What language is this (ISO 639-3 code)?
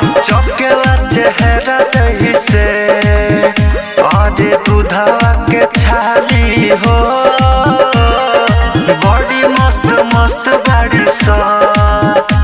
bho